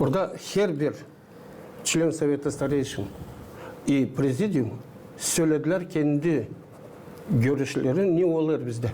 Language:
Gagauz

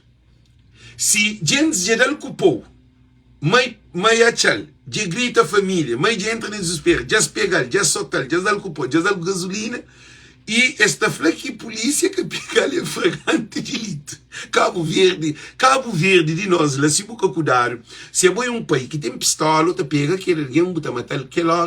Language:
Kabuverdianu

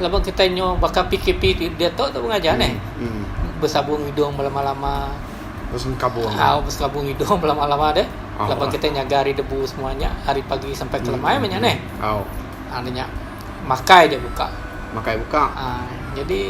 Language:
Iban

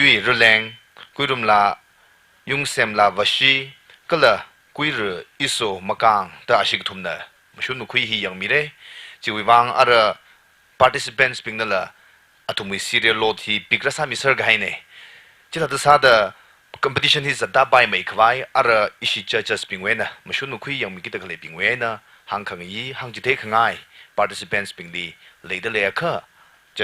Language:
Tangkhul Naga (India)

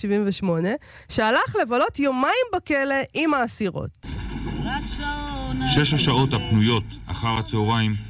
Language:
Hebrew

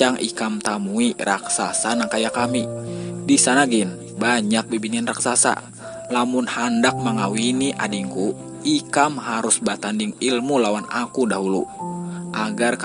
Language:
Banjar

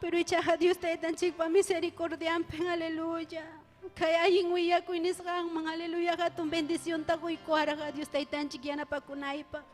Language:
Ayacucho Quechua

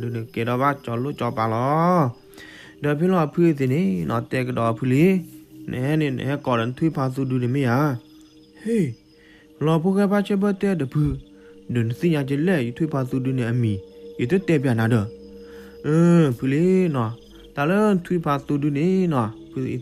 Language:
S'gaw Karen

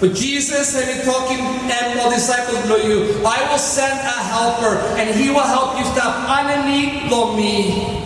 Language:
Tok Pisin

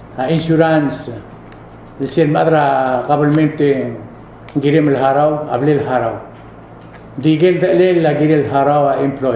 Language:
Palauan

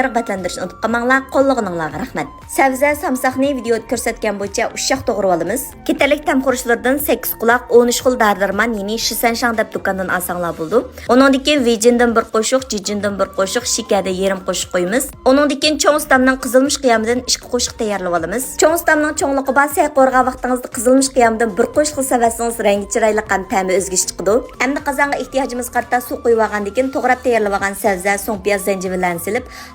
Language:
Uyghur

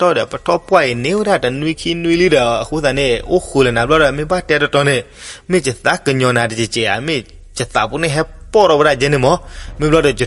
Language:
S'gaw Karen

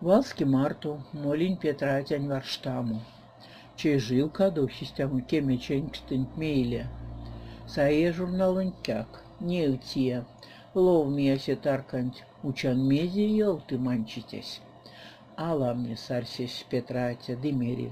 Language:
Erzya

